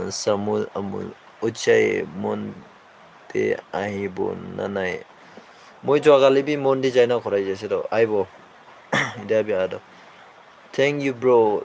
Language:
Naga Pidgin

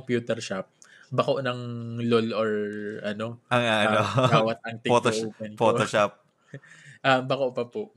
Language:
Bikol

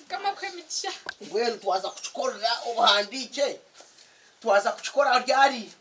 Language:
Nyankole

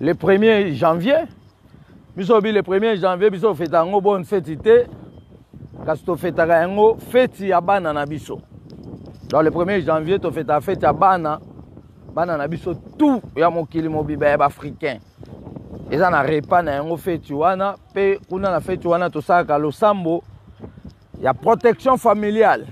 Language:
Lingala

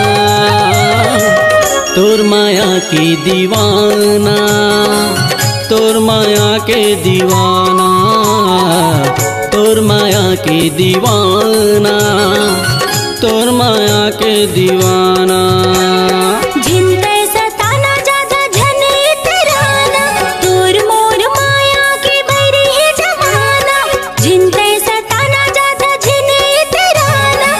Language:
Chhattisgarhi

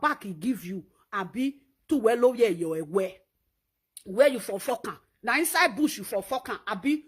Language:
Nigerian Pidgin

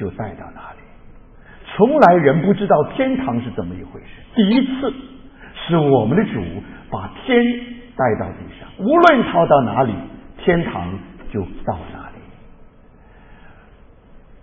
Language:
Chinese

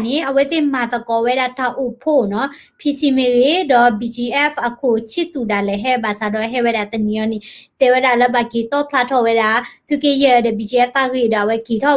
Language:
S'gaw Karen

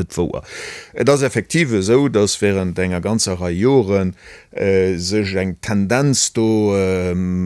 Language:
Luxembourgish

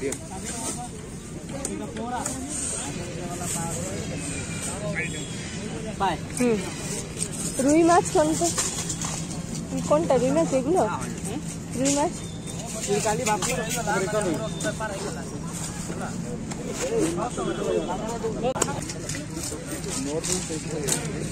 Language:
Odia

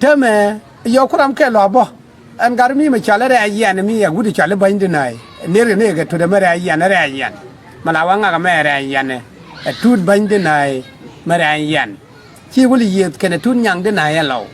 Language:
Nuer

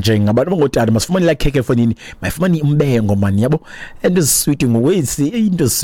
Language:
Xhosa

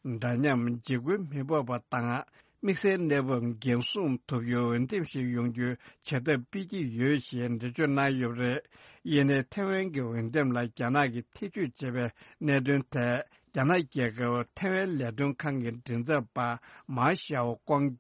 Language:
Tibetan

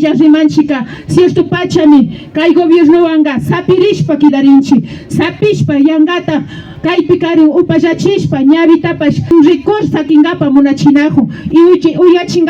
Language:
Imbabura Highland Quichua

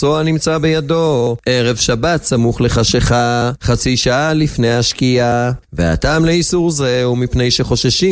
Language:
Hebrew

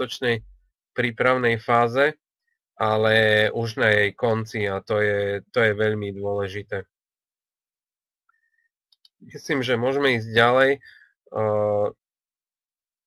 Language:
Slovak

